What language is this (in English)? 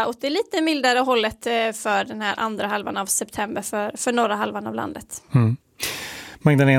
Swedish